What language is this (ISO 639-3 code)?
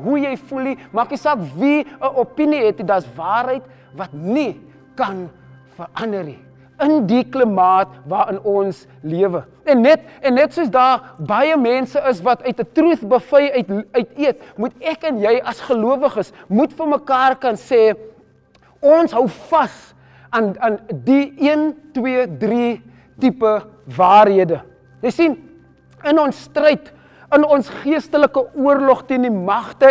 afr